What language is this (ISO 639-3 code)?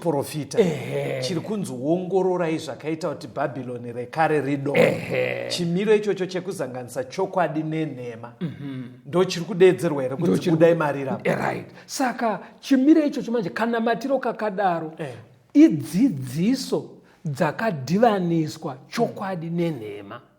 sna